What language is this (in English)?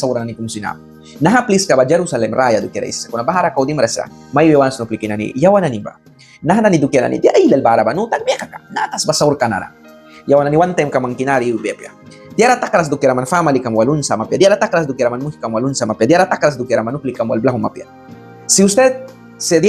Mískito